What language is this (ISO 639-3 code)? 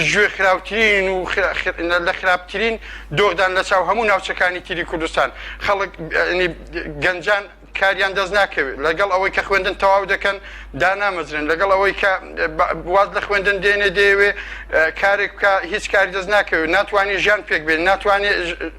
ckb